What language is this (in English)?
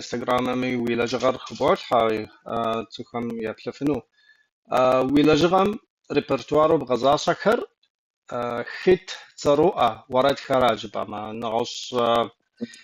Kabardian